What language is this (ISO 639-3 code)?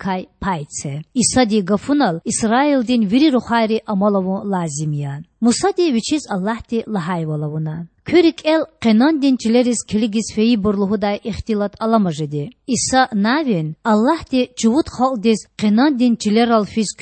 lez